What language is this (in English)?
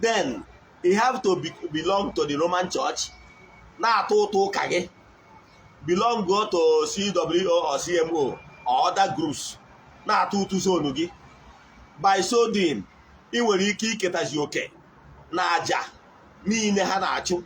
Igbo